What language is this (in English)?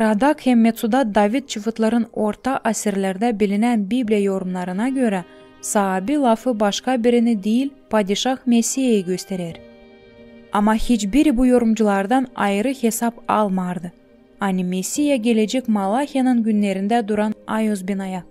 Gagauz